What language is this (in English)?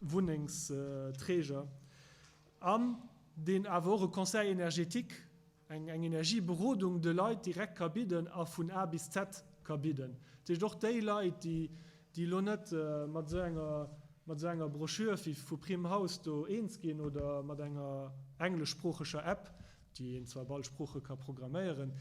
Luxembourgish